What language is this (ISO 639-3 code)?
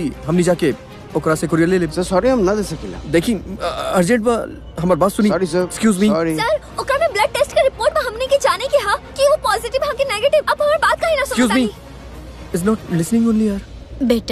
bho